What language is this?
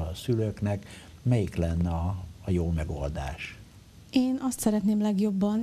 Hungarian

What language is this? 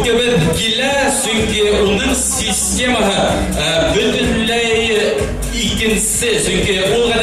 Bashkir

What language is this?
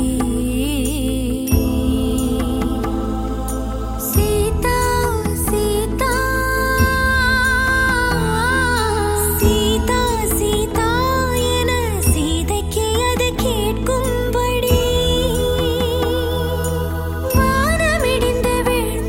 Tamil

